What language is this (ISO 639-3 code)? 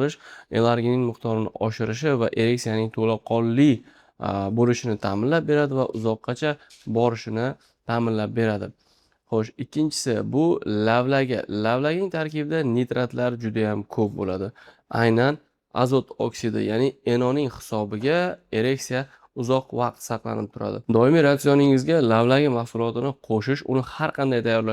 uzb